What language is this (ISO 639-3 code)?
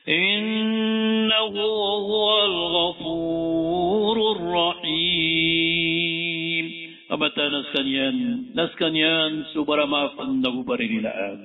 mrw